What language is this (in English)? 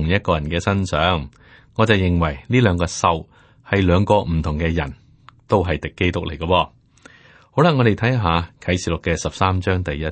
Cantonese